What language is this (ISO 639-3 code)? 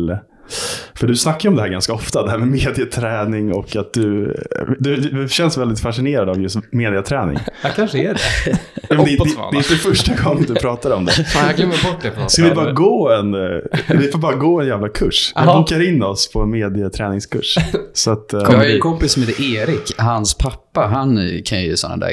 swe